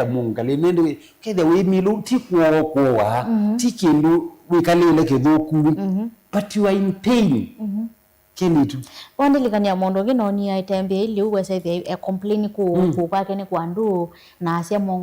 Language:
Kamba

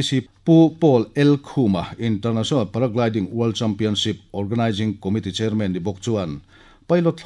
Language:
Mizo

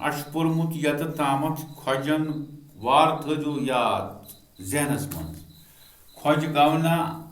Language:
Kashmiri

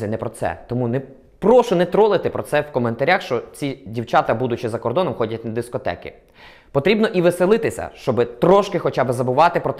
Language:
Ukrainian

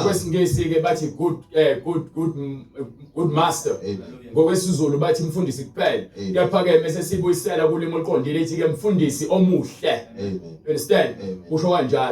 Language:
Zulu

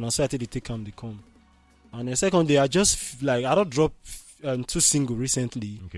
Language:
Nigerian Pidgin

